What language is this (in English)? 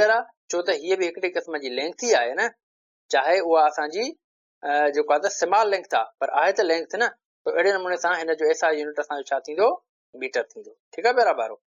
Sindhi